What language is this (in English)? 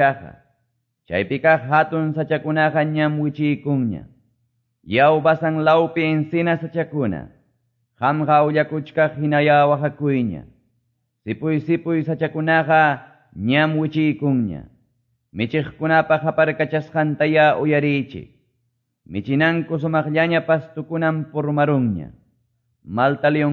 Quechua